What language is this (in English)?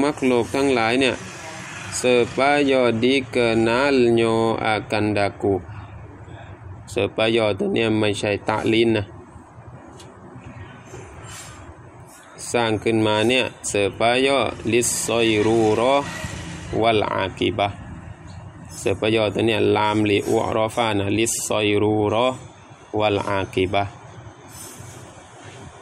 Thai